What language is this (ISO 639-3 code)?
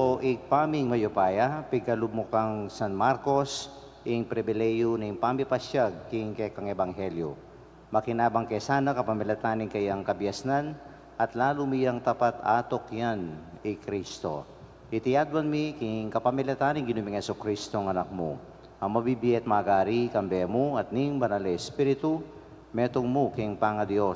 pam